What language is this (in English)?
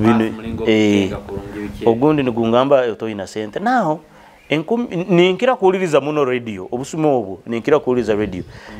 Nyoro